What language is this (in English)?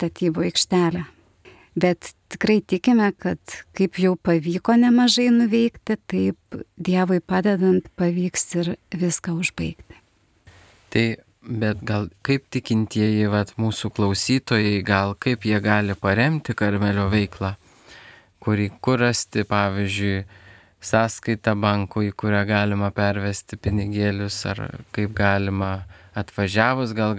Lithuanian